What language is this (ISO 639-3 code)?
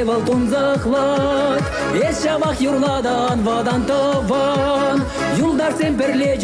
chv